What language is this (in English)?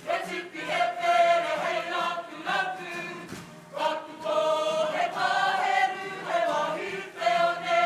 Māori